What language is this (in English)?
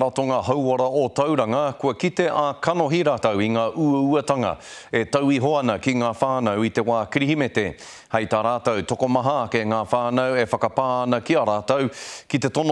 Māori